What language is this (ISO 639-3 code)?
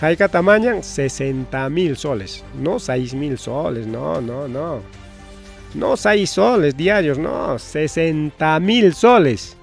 quy